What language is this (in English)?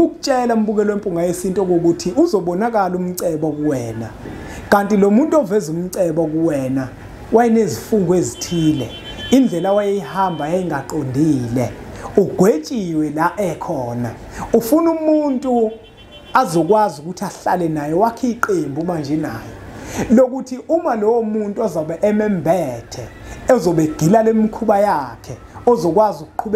Zulu